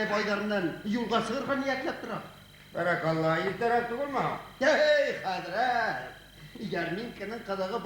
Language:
Bashkir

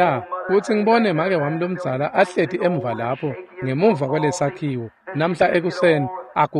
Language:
Swati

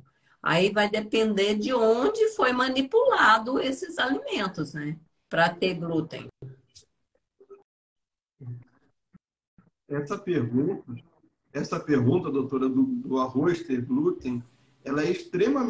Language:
Portuguese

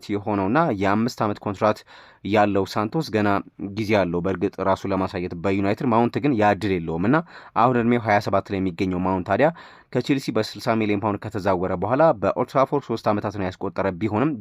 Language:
Amharic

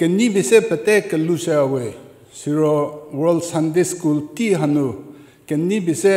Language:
Angami Naga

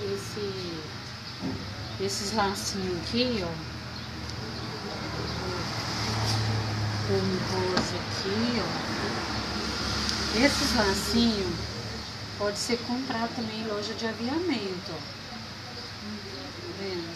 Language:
Portuguese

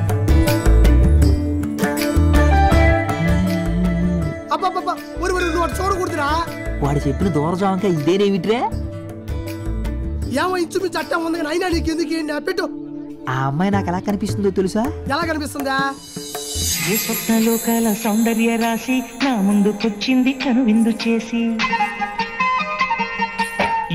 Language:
Telugu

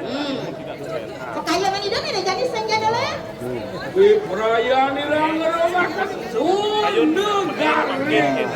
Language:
Balinese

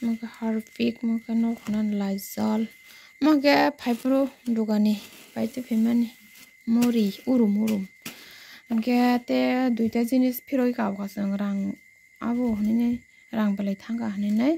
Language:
Kok Borok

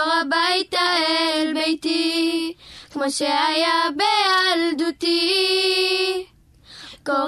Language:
Hebrew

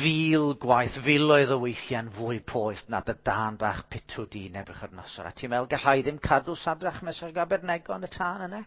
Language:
Welsh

